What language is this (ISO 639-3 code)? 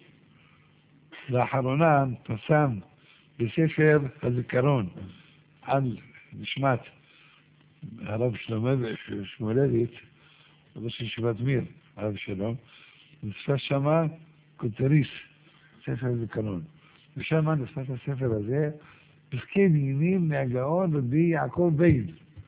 heb